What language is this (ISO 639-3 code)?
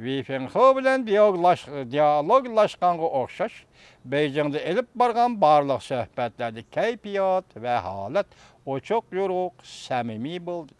uig